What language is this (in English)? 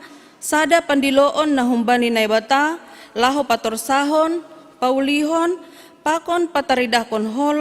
Batak Simalungun